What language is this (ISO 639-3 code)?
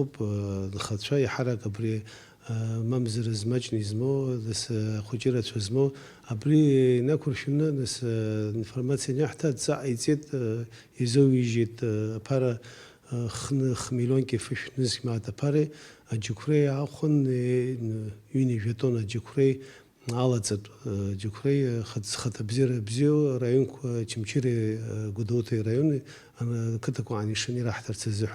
abk